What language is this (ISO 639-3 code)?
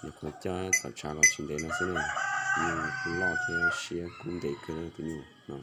hmn